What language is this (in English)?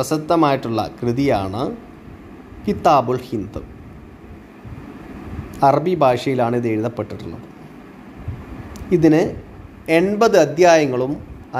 Malayalam